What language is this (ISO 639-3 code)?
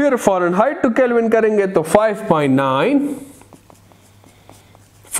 hin